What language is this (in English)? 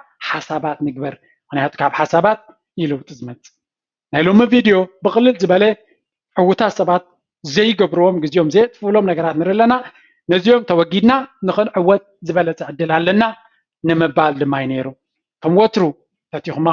Tigrinya